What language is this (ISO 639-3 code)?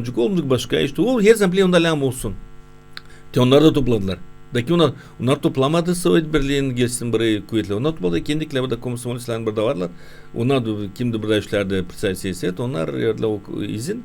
gag